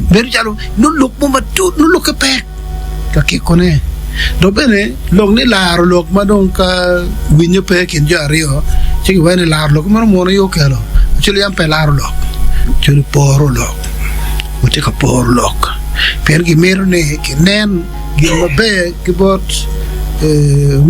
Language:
Acoli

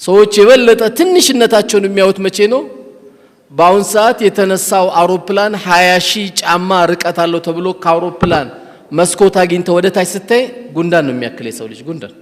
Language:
Amharic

